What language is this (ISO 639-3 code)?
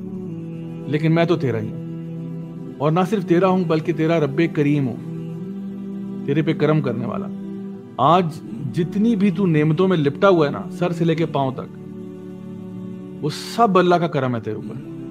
urd